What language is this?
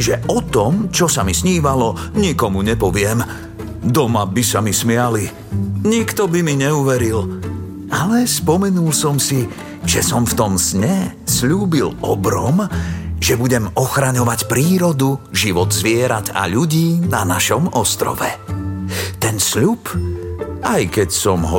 Slovak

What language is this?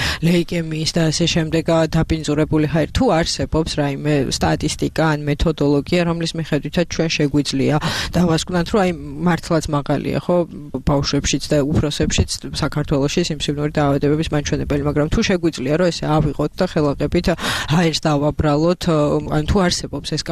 Georgian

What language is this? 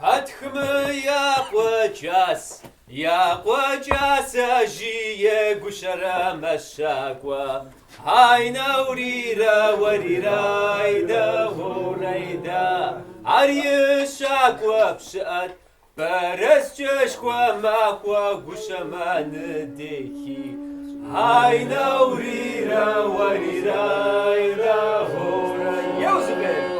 Kabardian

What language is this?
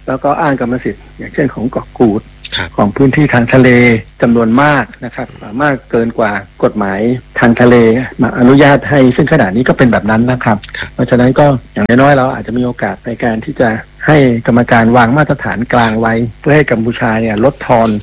Thai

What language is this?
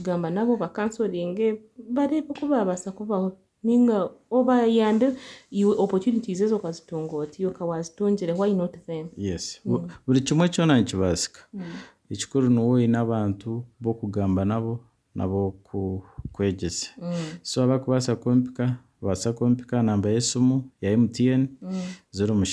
Nyankole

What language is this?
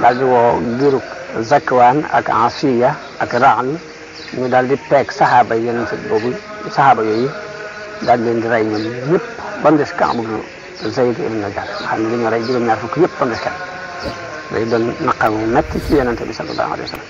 Wolof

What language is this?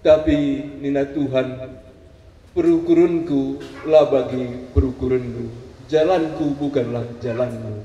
Batak Karo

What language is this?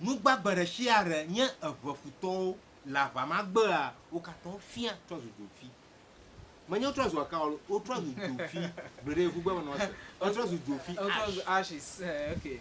Ewe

